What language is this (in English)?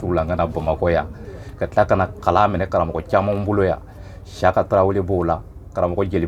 Bambara